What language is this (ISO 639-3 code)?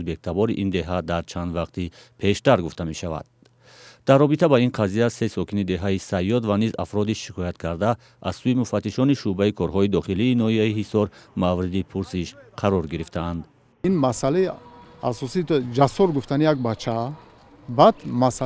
tgk